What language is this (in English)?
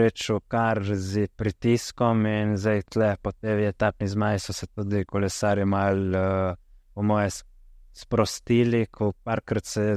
Slovenian